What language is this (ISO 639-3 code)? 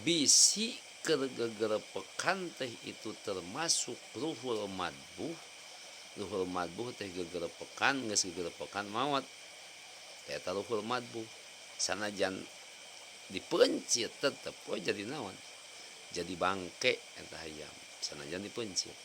sun